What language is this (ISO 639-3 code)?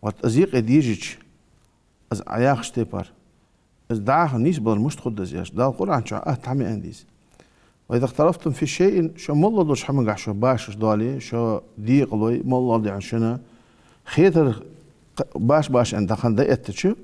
inh